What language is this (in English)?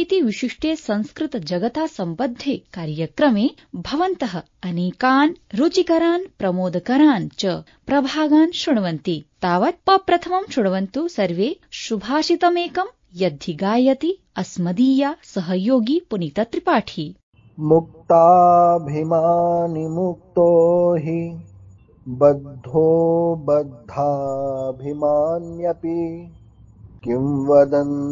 Sanskrit